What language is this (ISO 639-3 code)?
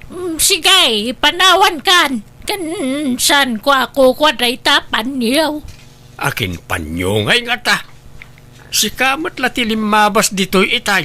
ilo